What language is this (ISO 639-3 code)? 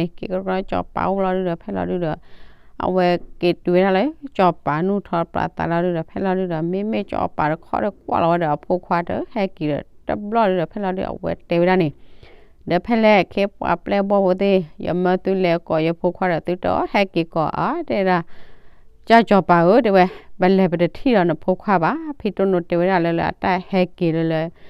ksw